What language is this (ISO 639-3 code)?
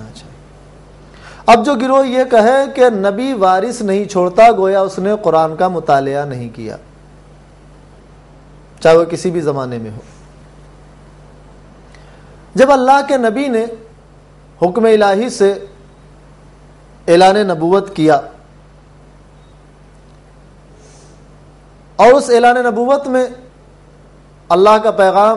urd